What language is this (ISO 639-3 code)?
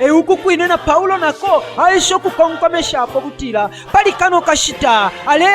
bem